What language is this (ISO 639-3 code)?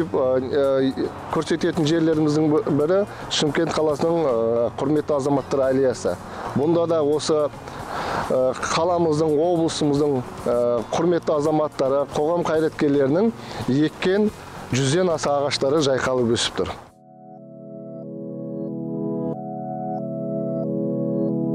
kaz